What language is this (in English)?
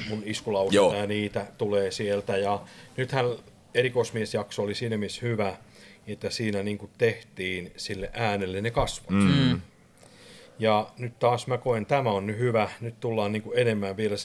Finnish